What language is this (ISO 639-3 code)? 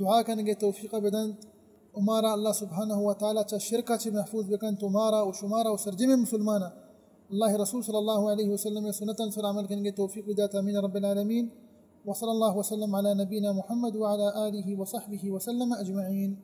bal